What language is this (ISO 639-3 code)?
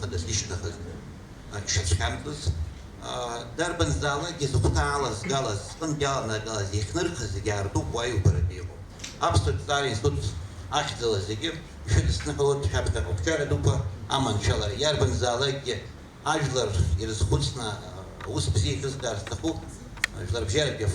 abk